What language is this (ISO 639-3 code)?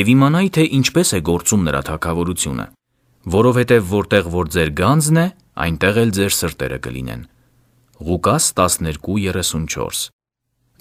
hye